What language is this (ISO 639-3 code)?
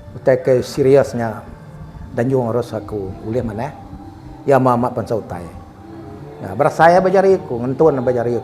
iba